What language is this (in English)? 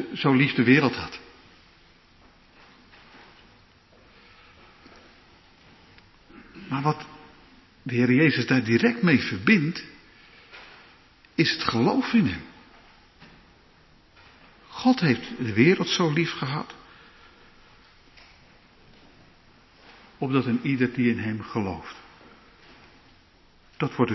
Dutch